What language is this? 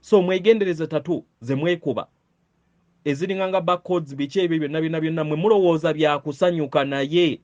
Ganda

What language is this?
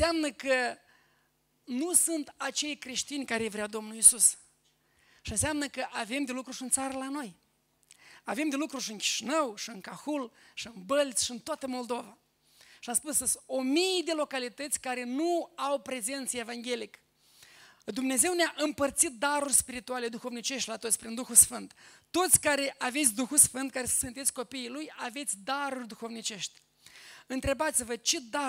Romanian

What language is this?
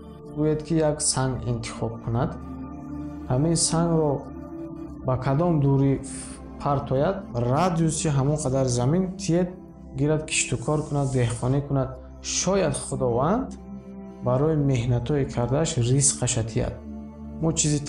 Tajik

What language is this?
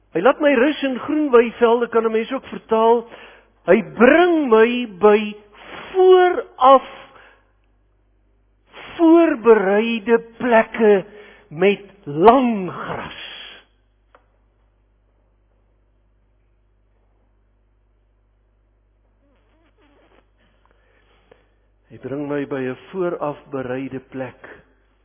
Afrikaans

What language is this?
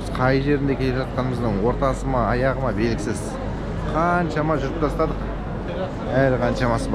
Kazakh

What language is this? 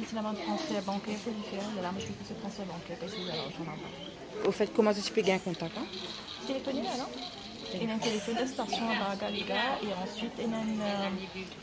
Morisyen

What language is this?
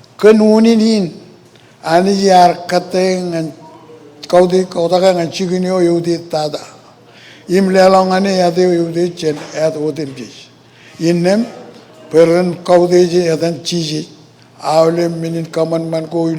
Marshallese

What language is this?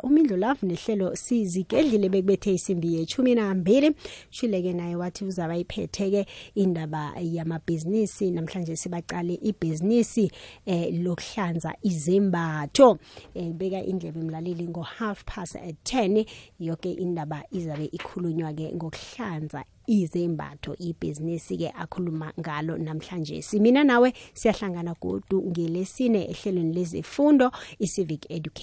South Ndebele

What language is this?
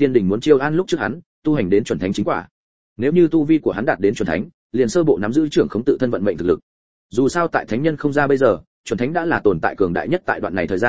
Vietnamese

